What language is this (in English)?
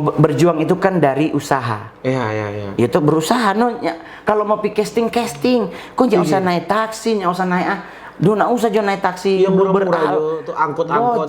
Manado Malay